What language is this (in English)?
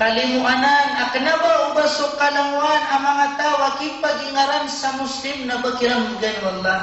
Maranao